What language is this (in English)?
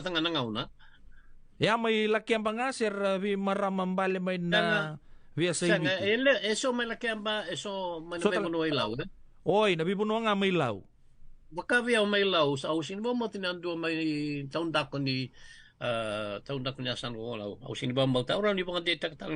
Fijian